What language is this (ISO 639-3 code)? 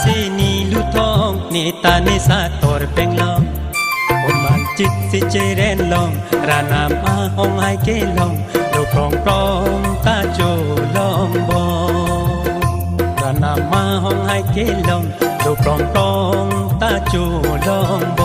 mjw